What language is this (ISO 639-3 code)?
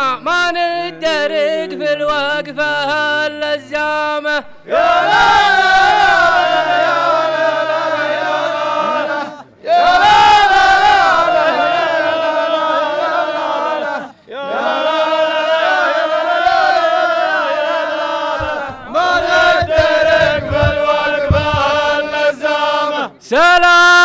ara